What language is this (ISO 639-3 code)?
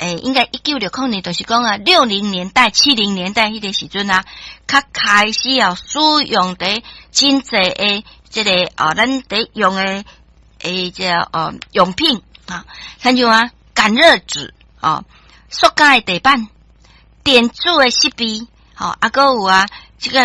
nan